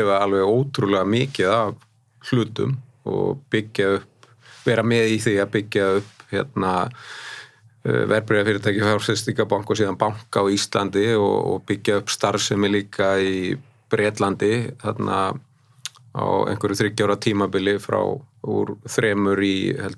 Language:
Icelandic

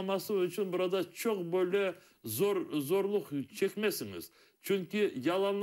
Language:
Crimean Tatar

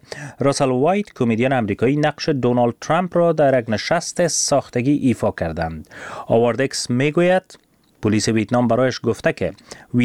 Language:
Persian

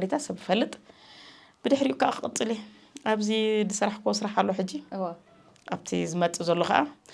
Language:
Tigrinya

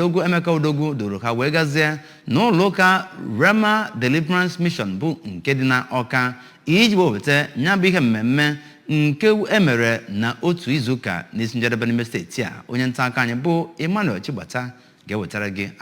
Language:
Igbo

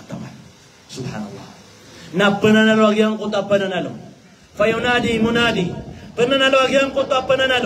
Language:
Maranao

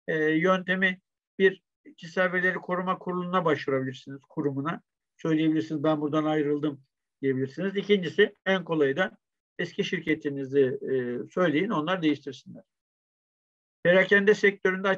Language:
Turkish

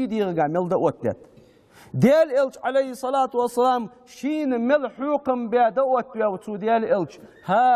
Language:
Ingush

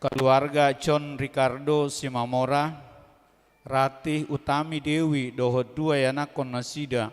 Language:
Batak Toba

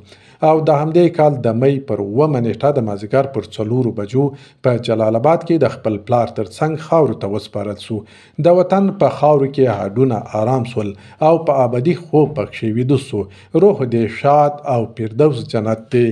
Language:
Pashto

